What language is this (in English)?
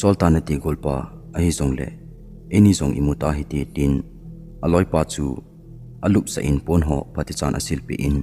Thado Chin